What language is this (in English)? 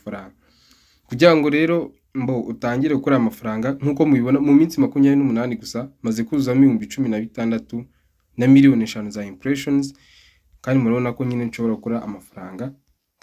Kinyarwanda